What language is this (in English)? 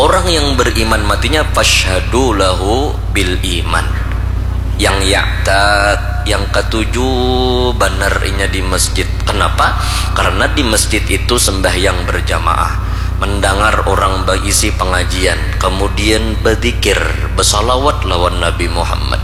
Banjar